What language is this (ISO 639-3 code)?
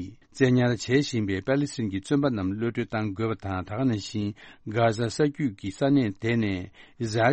bod